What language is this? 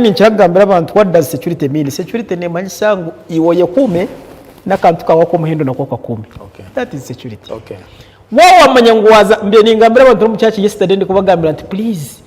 Nyankole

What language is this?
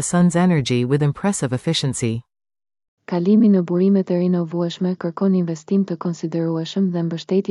Albanian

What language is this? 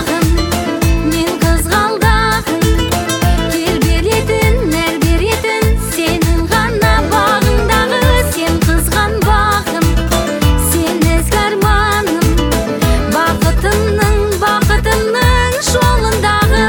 Kazakh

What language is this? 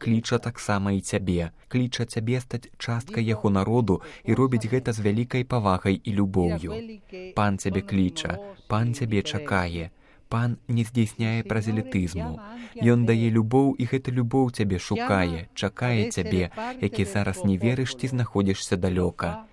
Belarusian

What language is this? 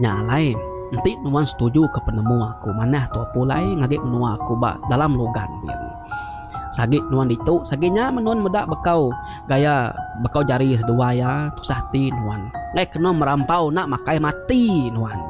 Iban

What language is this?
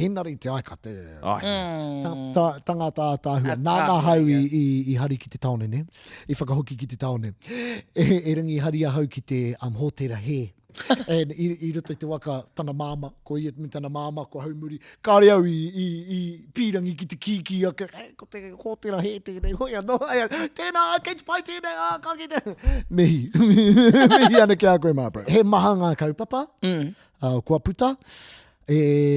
Māori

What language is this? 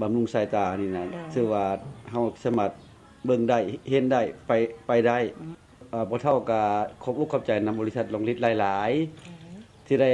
Lao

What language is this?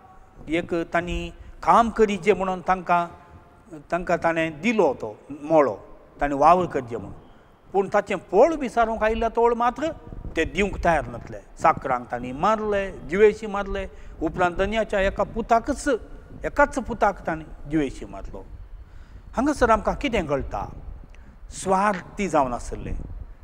Konkani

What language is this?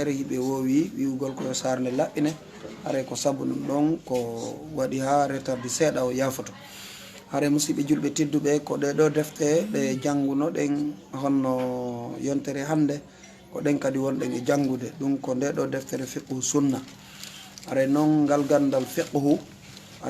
Fula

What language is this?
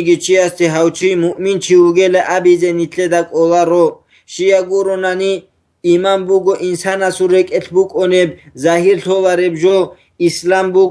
Avaric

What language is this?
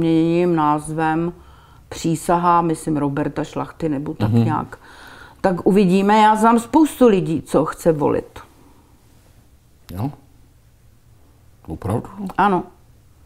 Czech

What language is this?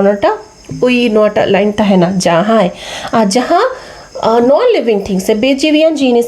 Santali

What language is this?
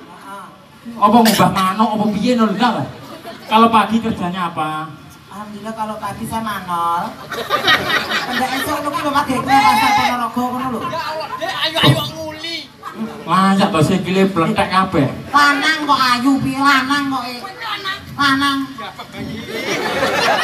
Javanese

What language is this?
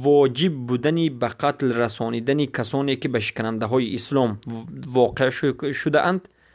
Persian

